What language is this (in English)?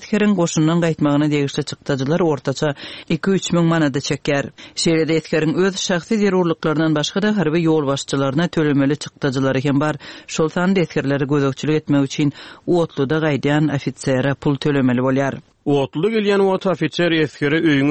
Turkmen